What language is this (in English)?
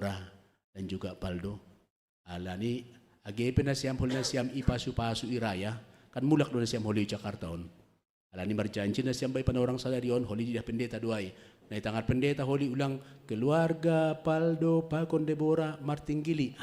Batak Simalungun